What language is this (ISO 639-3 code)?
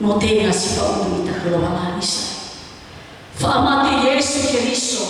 nia